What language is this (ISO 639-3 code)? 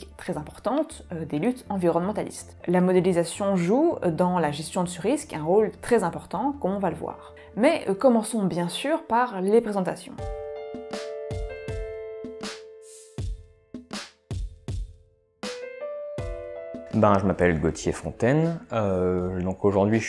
fra